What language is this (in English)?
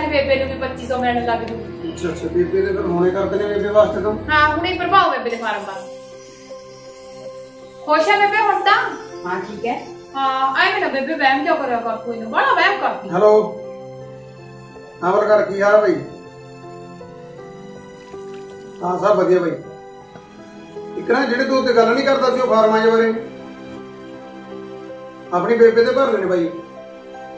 Punjabi